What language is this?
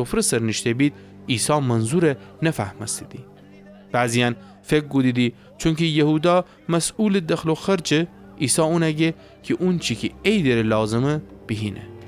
Gilaki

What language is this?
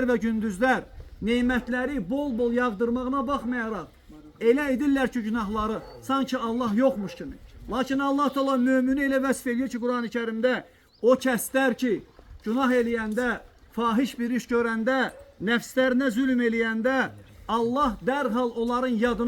Azerbaijani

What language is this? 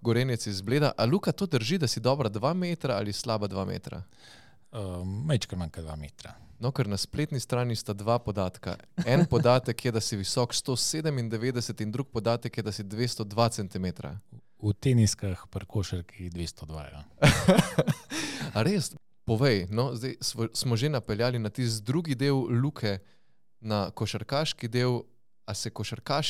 Slovenian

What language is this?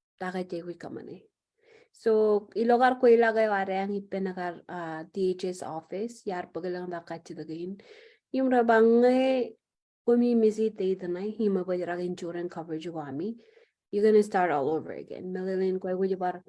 Marshallese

